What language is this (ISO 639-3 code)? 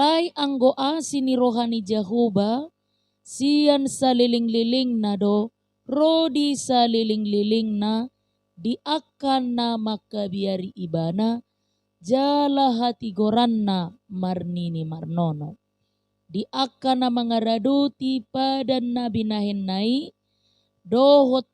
bbc